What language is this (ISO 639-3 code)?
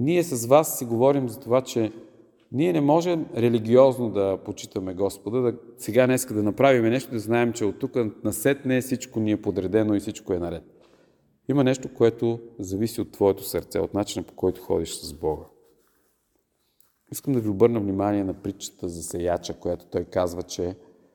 bul